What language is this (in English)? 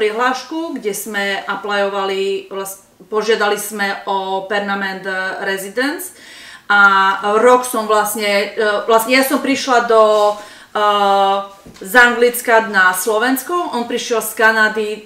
Slovak